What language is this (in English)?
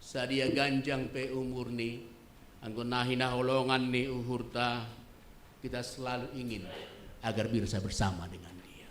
Batak Simalungun